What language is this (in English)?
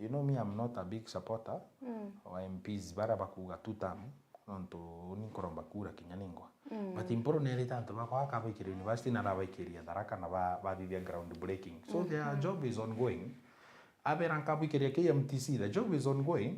Meru